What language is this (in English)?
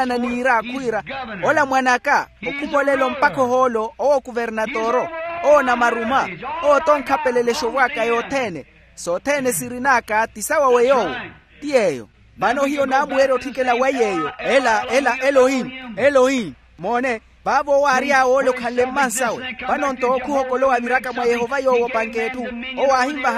Makhuwa